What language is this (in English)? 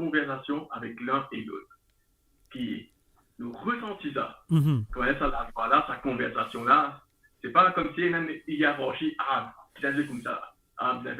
Morisyen